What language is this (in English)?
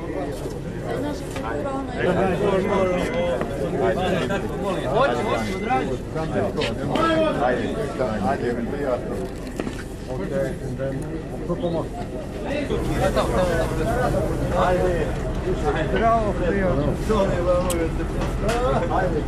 Croatian